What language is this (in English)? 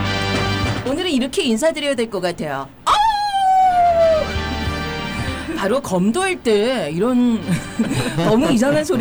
Korean